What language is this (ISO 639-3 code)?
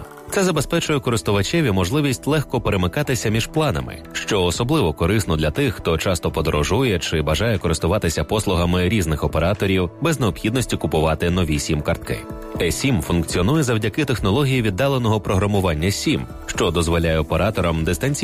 ukr